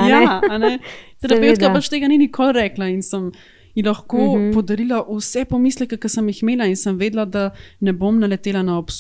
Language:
Slovenian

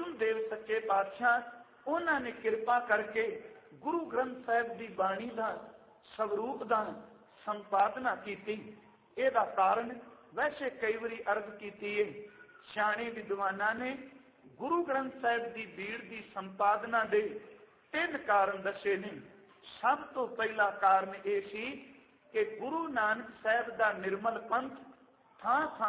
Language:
Punjabi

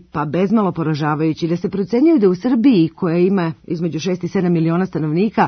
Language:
Serbian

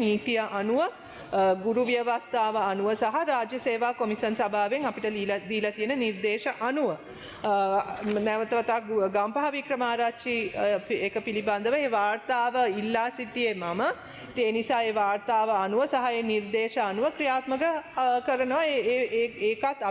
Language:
Sinhala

